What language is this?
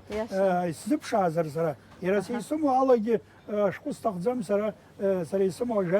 Abkhazian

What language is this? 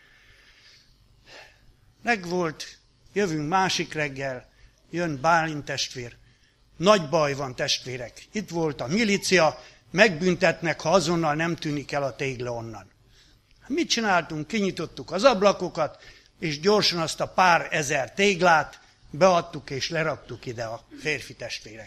Hungarian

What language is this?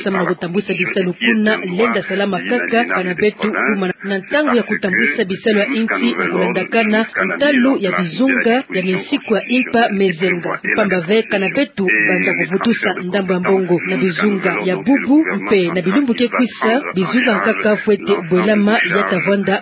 Kituba (Democratic Republic of Congo)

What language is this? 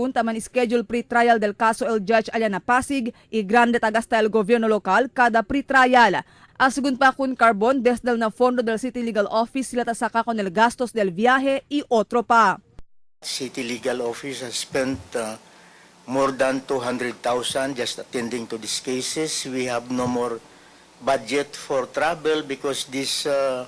Chavacano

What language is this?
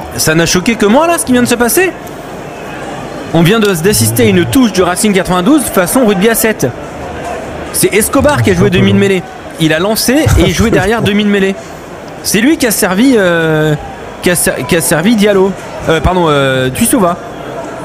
French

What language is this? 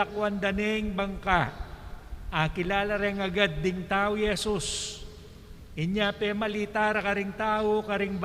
Pampanga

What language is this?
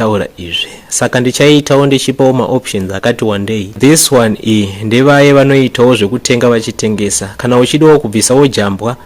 Shona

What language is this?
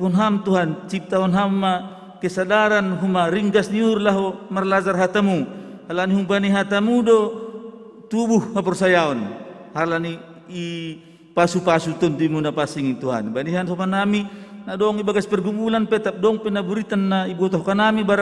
Batak Simalungun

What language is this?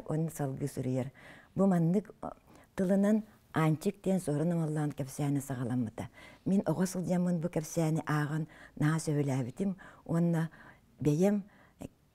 Yakut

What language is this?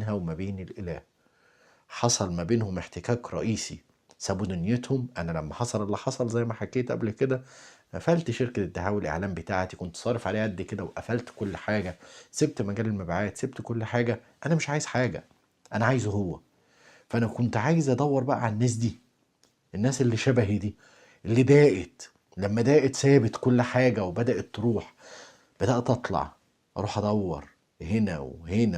Egyptian Arabic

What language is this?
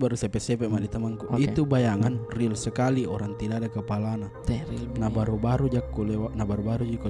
Makassar Malay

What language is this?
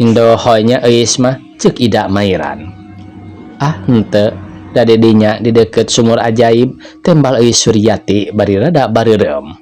Sundanese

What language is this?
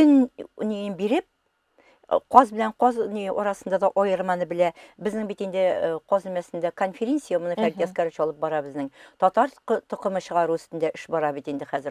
Tatar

